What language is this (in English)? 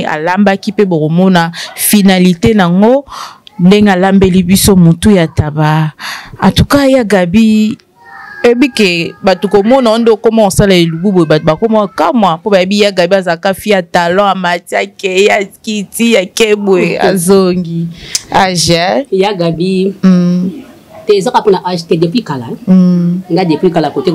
Lingala